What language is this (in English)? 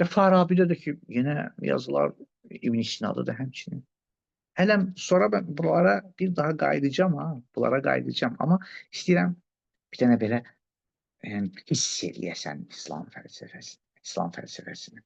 Azerbaijani